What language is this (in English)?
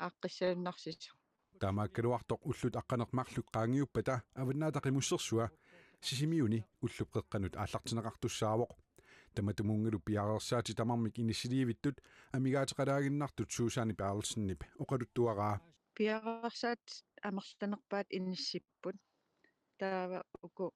Kalaallisut